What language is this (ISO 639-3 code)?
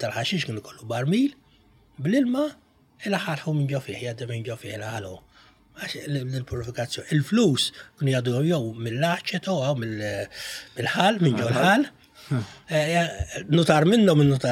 mlt